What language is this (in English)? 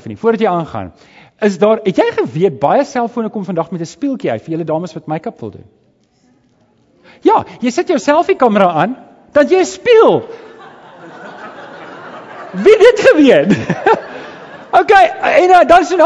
Afrikaans